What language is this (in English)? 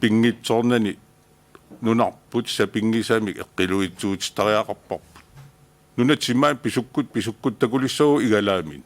Kalaallisut